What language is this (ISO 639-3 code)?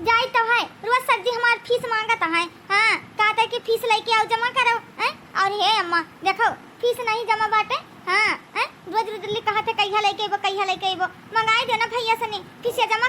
awa